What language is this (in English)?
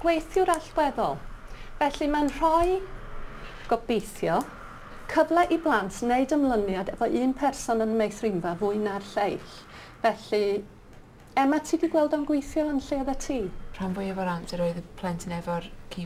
Welsh